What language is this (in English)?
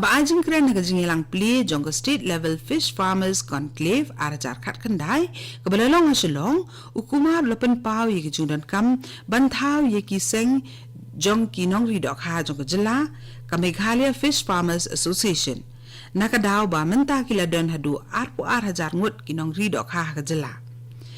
Khasi